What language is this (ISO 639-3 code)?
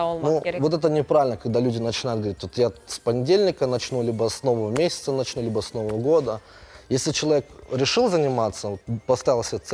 crh